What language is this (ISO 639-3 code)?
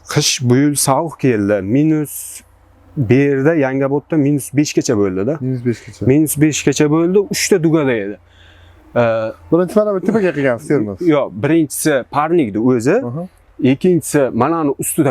uzb